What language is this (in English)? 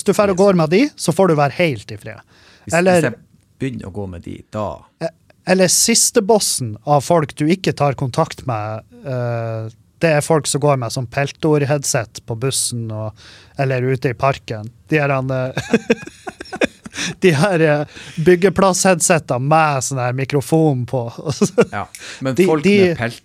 Norwegian